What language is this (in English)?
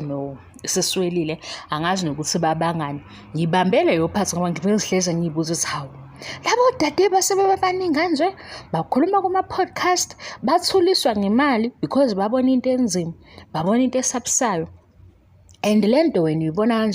Zulu